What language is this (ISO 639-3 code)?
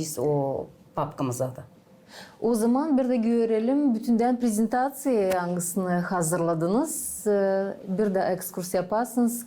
gag